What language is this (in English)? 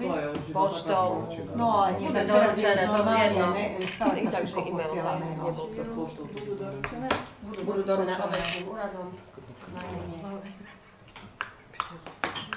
Slovak